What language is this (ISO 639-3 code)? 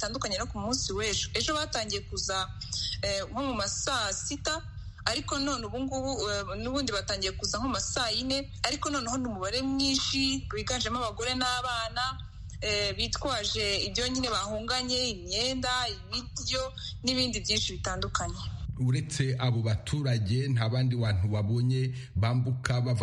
kin